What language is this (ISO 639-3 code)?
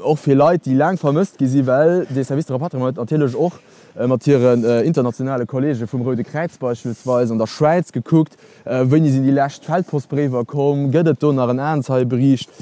ltz